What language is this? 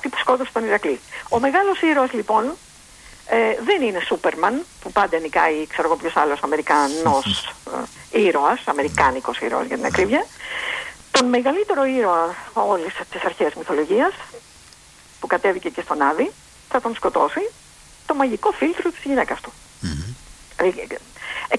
Greek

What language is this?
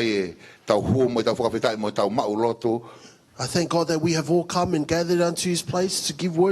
Tongan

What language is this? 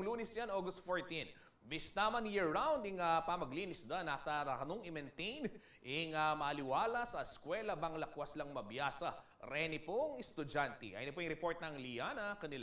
Pampanga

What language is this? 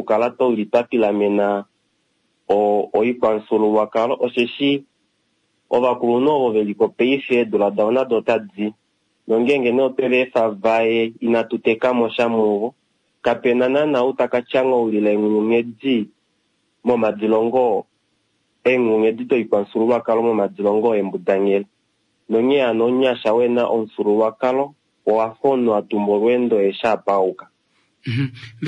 Kuanyama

